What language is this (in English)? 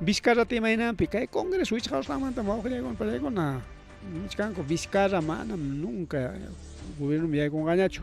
Ayacucho Quechua